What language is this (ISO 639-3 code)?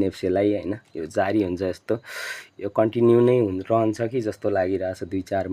nep